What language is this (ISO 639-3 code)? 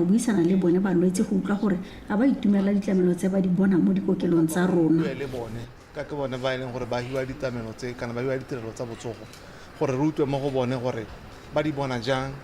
tsn